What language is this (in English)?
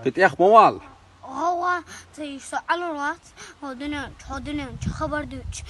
Chechen